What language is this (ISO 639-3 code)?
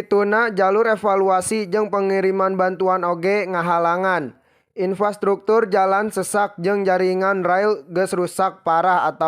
sun